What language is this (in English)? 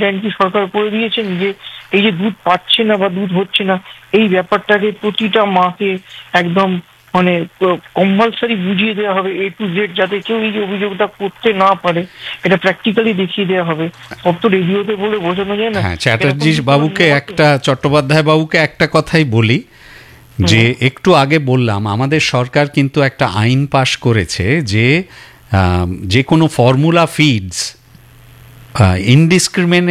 Bangla